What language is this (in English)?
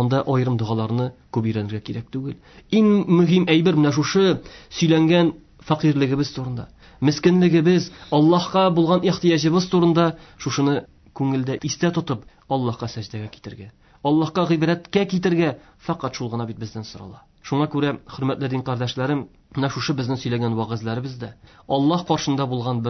Tatar